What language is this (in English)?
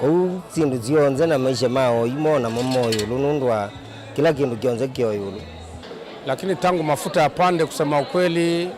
Kamba